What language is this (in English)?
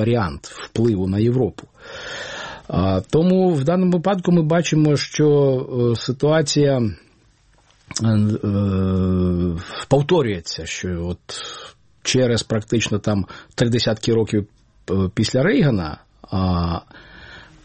Ukrainian